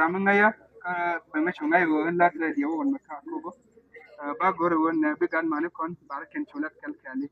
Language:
Nuer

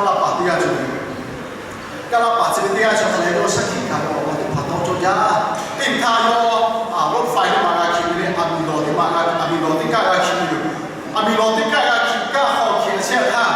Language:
Lahu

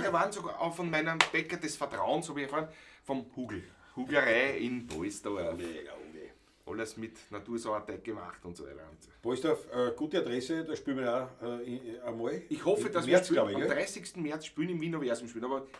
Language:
Bavarian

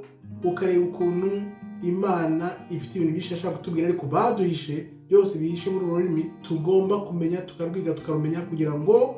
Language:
Kinyarwanda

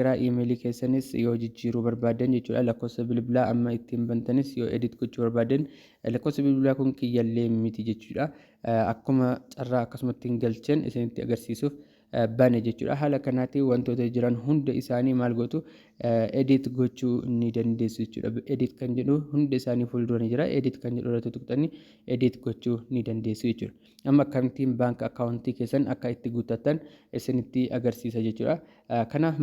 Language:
Oromo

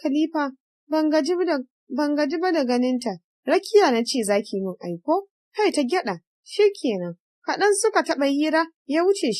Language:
Hausa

